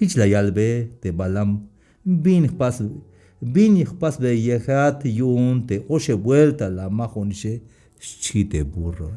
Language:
Tzeltal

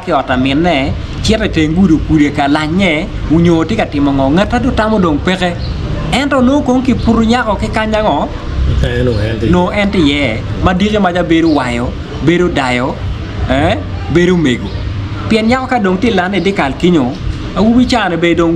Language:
Acoli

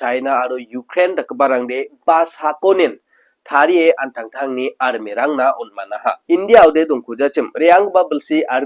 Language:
Garo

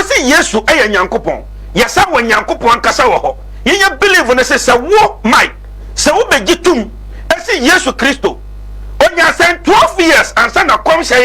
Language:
Akan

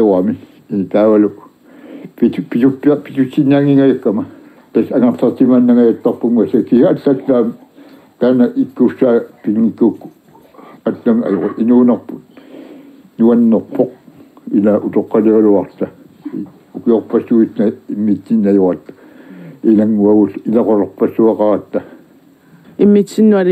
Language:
Kalaallisut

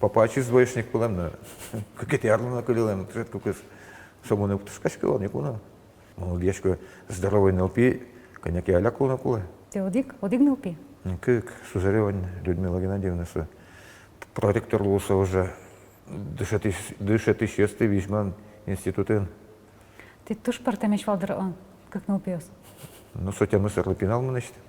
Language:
Udmurt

